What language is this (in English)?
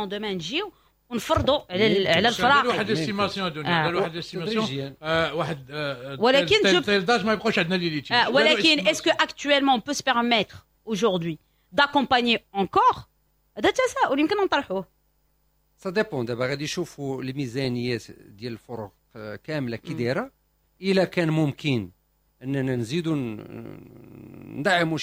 Moroccan Arabic